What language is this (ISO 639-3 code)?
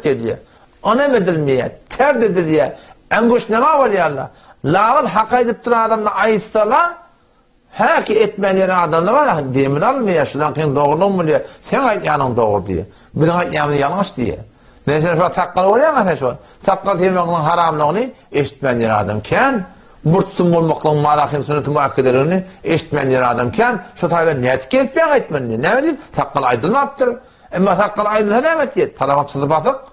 tuk